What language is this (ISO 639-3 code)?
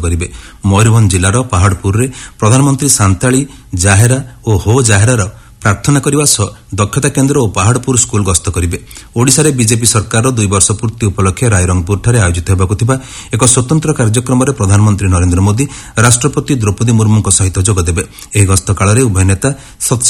ori